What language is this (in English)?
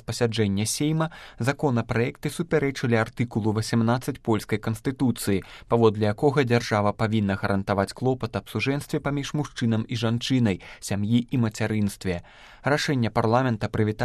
Belarusian